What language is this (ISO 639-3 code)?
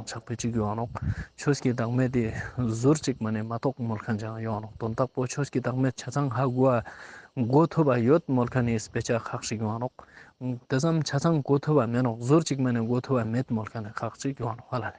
lbj